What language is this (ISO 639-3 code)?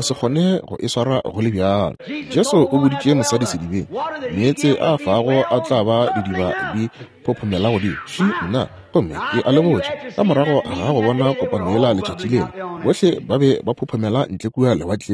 nso